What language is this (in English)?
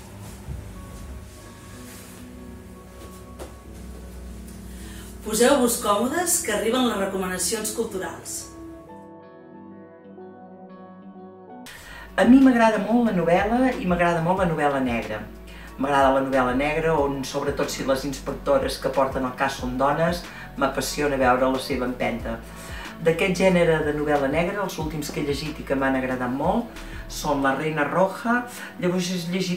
Catalan